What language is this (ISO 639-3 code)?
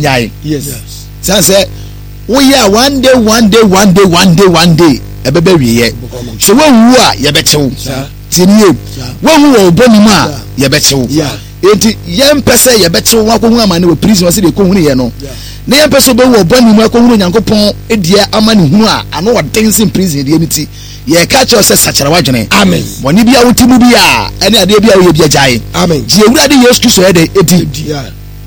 aka